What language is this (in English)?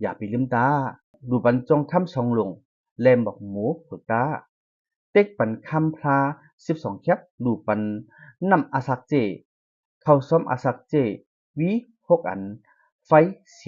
Shan